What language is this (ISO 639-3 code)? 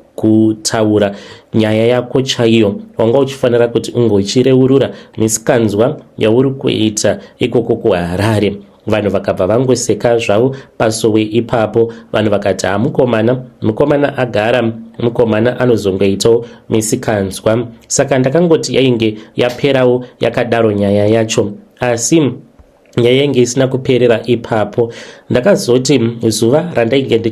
sna